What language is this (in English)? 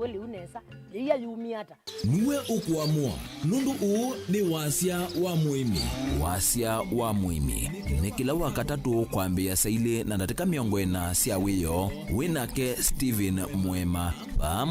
Kamba